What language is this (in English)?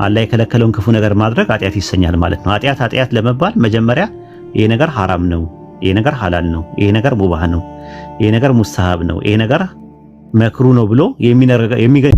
Amharic